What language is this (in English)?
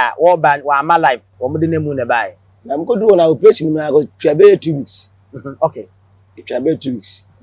Akan